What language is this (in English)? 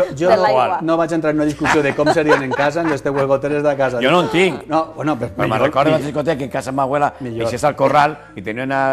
Catalan